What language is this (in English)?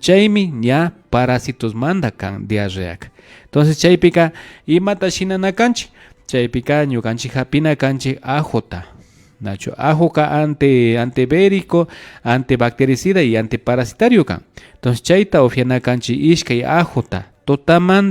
Imbabura Highland Quichua